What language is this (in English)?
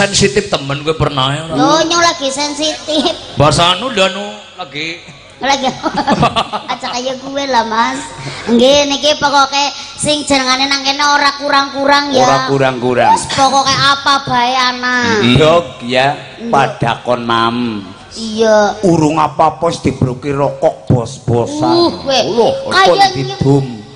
Javanese